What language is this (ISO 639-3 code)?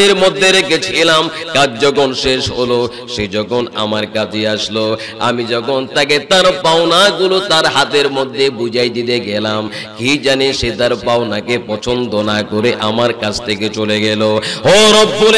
ben